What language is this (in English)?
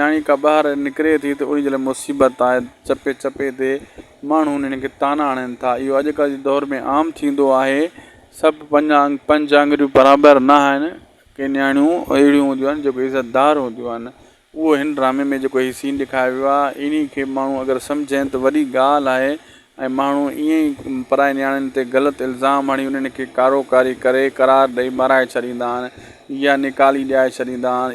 Sindhi